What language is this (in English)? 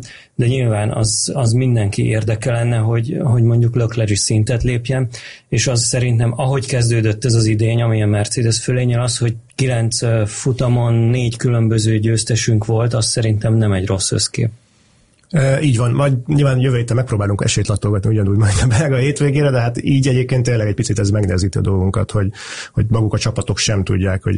Hungarian